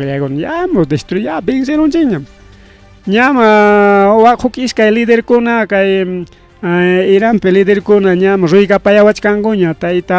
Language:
Ayacucho Quechua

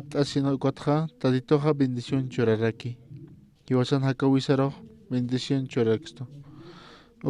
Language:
Aymara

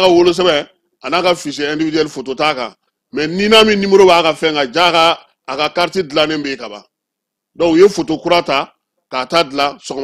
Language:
Bambara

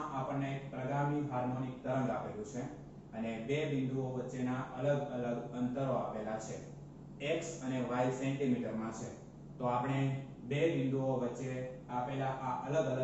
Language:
Gujarati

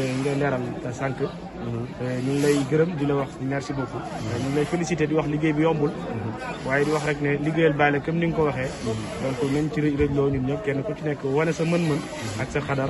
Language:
Wolof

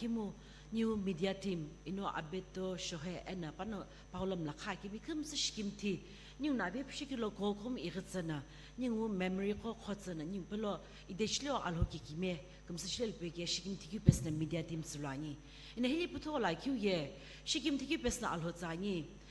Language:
Sumi Naga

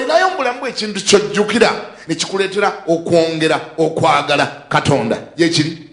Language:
Ganda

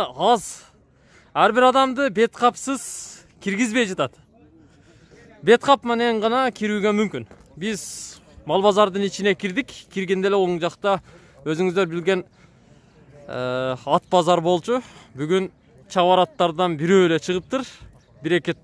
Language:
Kyrgyz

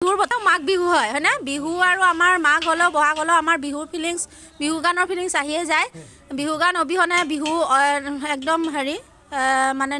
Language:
Assamese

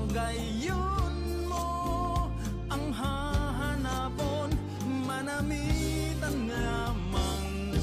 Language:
Bikol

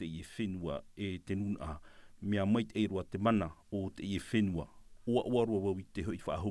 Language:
Tahitian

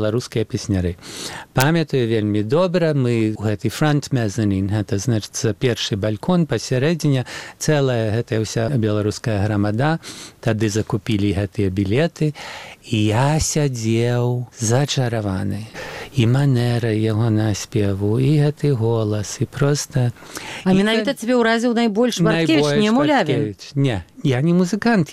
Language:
Belarusian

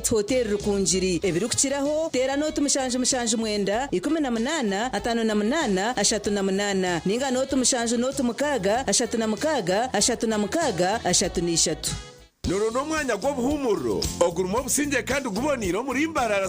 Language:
Nyankole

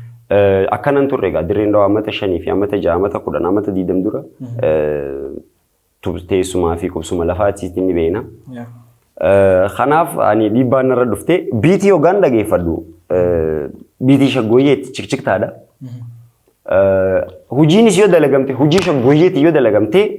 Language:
Oromo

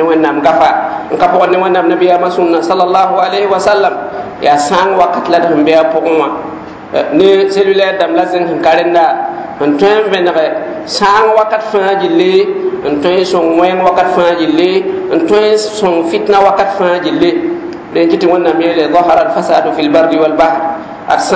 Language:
Mossi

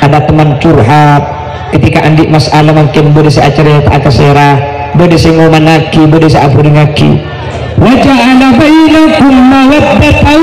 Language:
Madurese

